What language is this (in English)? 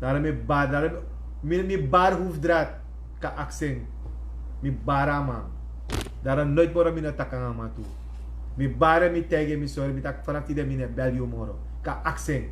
Sranan Tongo